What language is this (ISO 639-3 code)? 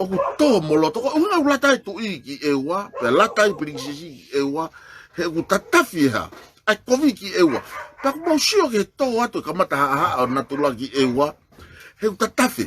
ton